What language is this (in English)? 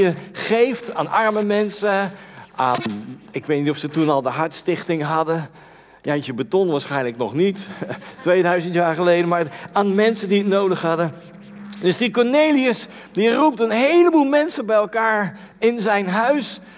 Dutch